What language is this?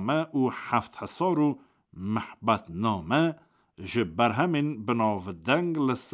Kurdish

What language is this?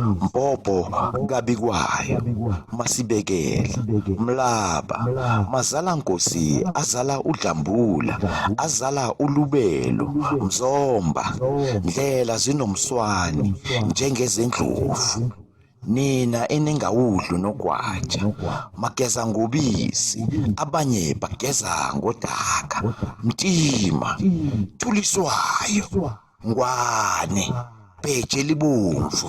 Zulu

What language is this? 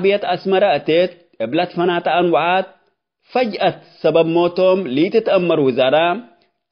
Tigre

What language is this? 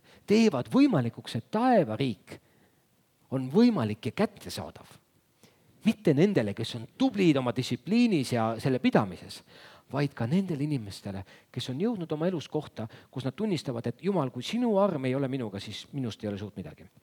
Estonian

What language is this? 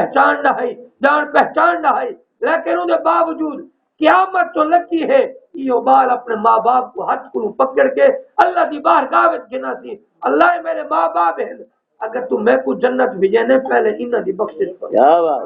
Saraiki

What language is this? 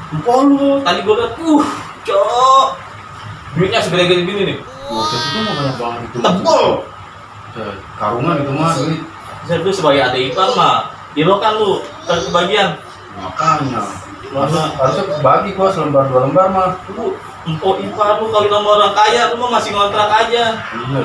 Betawi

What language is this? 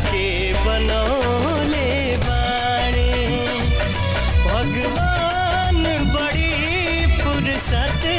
Bhojpuri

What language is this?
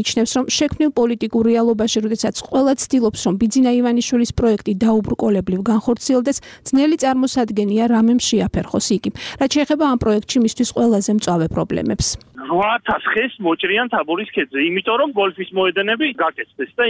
Georgian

